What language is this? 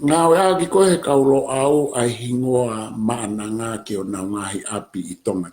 Tongan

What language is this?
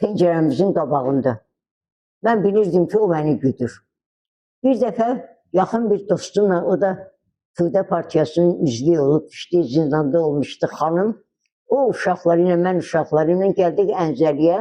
Azerbaijani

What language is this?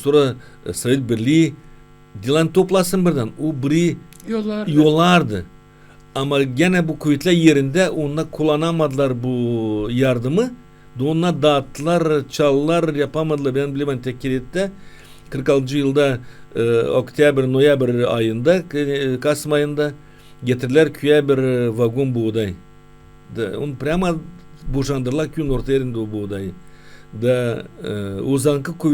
Gagauz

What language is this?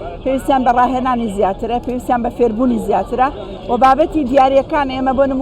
Central Kurdish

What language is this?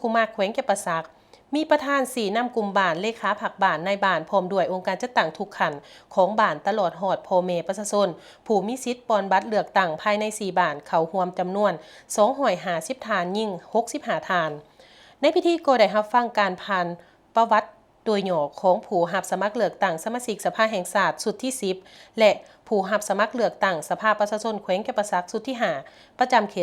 Lao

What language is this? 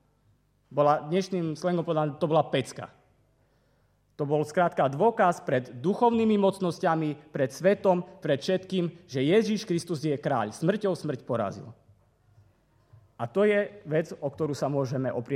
Slovak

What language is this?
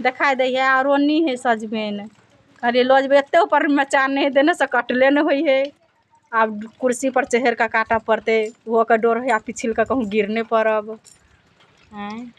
Maithili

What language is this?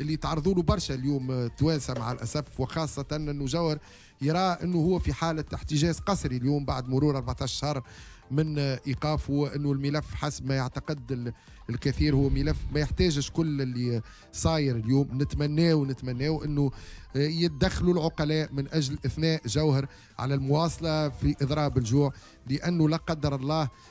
Tunisian Arabic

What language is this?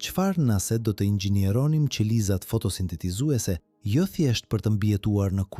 Albanian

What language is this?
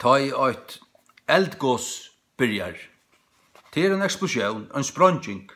Faroese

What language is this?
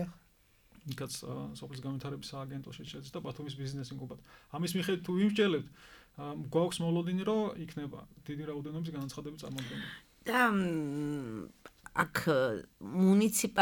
Georgian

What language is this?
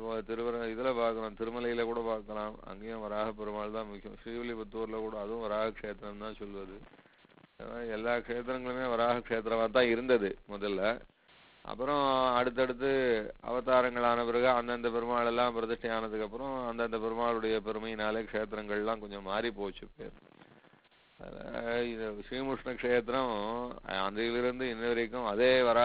Tamil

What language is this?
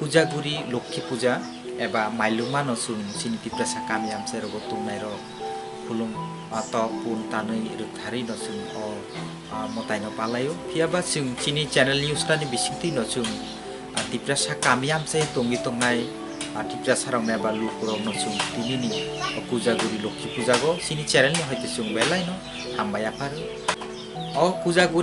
Kok Borok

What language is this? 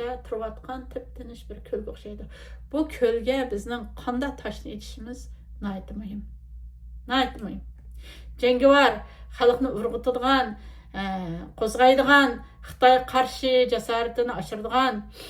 Uyghur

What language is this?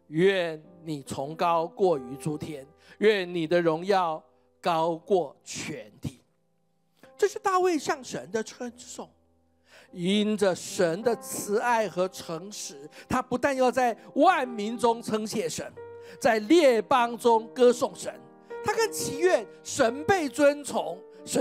Chinese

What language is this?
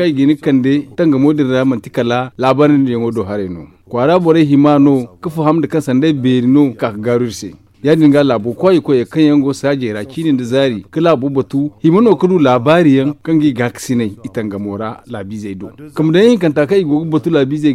Zarma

